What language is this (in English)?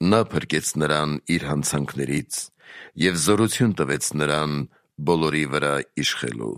Armenian